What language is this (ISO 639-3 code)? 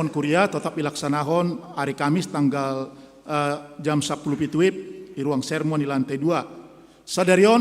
bts